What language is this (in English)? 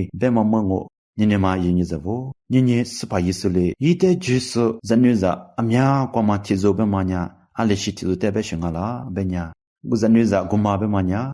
Lisu